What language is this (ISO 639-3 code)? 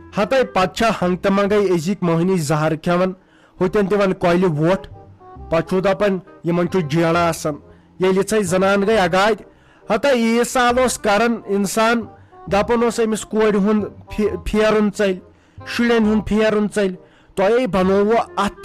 kas